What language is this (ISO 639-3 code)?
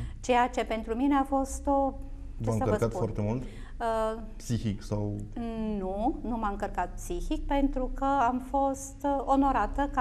ron